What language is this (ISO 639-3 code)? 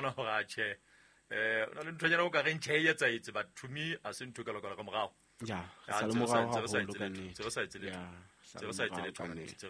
sot